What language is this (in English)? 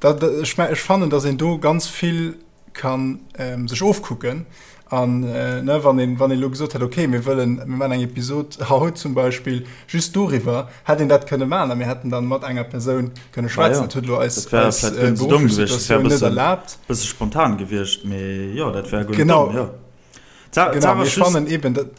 Luxembourgish